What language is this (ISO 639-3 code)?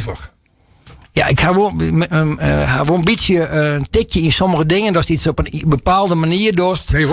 fry